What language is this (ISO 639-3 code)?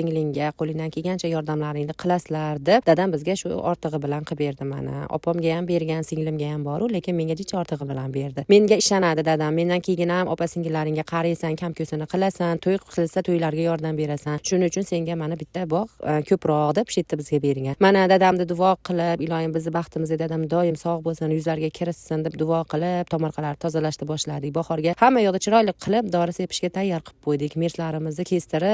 uzb